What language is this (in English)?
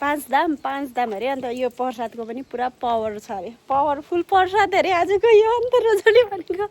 Nepali